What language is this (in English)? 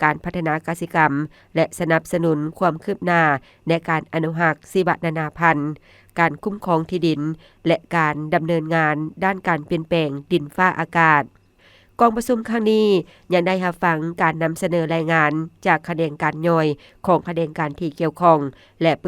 Lao